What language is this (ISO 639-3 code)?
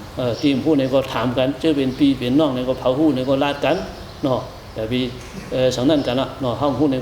shn